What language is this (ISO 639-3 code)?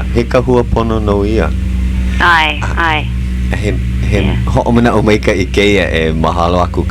haw